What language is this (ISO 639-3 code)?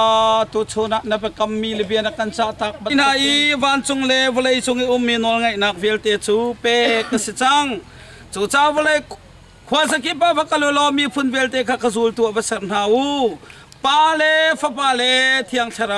cnh